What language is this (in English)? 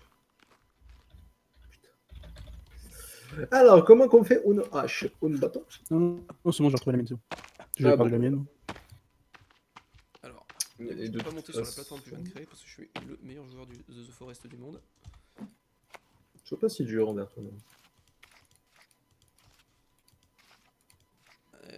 French